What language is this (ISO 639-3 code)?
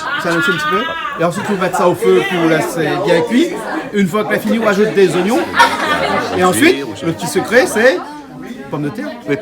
rcf